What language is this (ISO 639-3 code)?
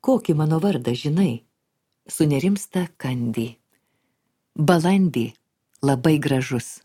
lit